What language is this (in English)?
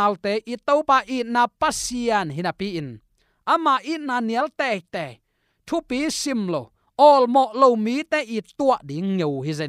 Tedim Chin